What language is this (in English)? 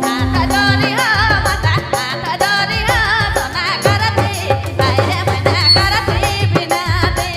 Sadri